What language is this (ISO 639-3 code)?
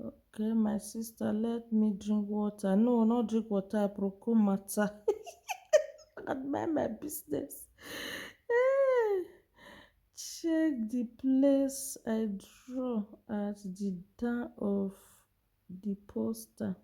pcm